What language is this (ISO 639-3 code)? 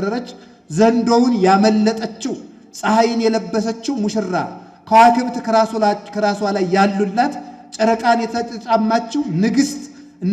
amh